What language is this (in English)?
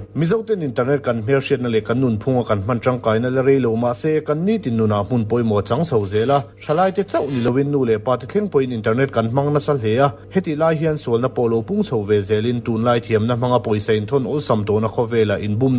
Mizo